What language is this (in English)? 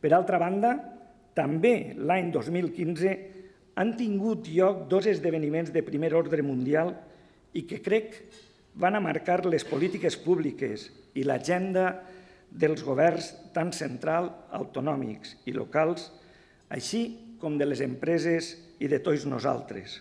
Catalan